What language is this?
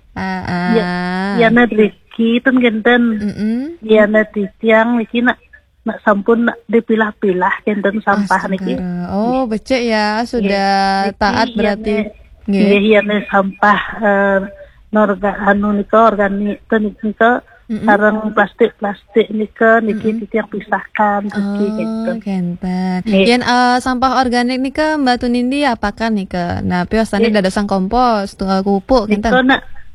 Balinese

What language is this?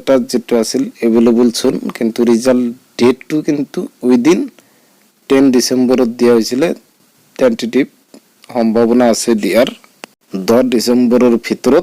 Assamese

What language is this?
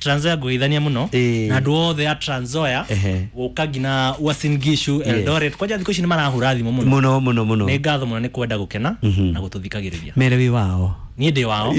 Kikuyu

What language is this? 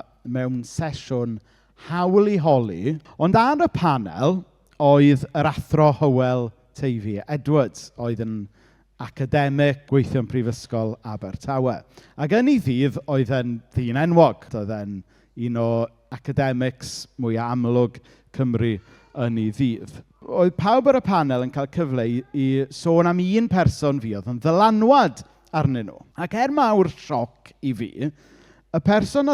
Welsh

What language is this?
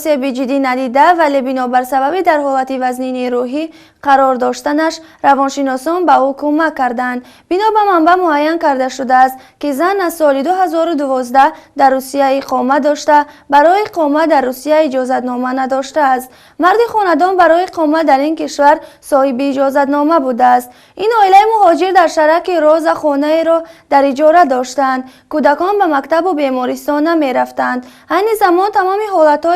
Tajik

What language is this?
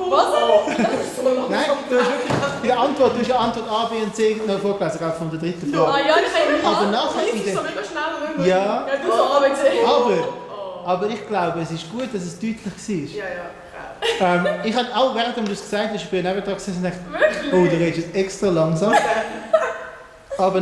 Swiss German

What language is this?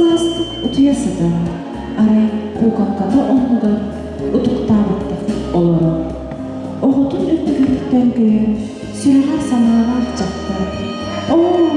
Yakut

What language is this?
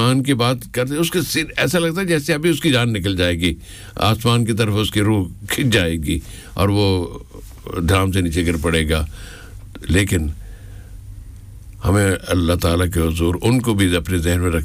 Urdu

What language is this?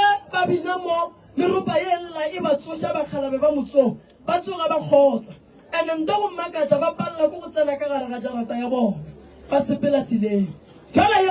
Northern Sotho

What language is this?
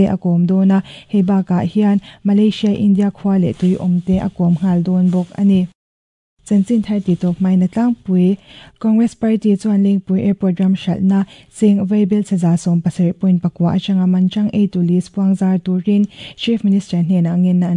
Mizo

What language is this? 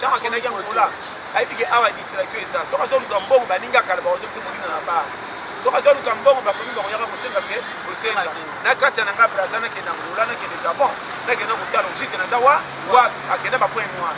Lingala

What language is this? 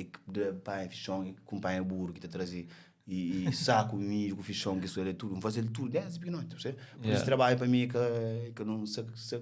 Kabuverdianu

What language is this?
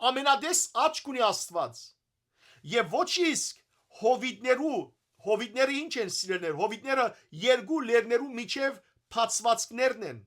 Western Armenian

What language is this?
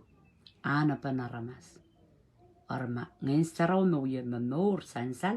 Pohnpeian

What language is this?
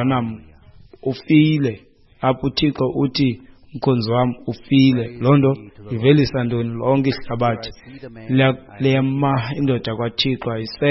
Xhosa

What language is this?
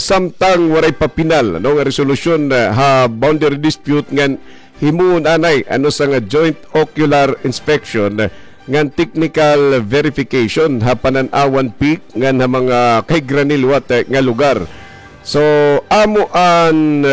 Waray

